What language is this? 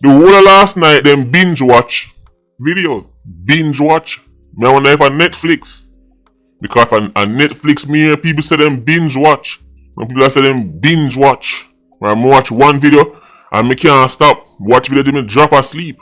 Jamaican Creole English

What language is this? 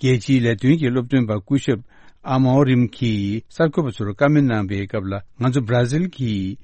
Tibetan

